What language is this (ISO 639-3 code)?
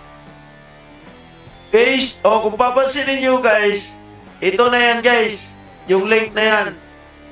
fil